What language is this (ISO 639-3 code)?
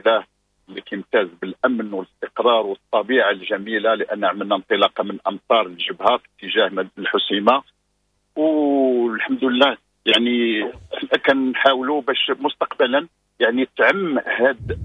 ary